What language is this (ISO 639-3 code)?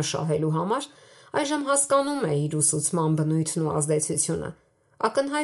hye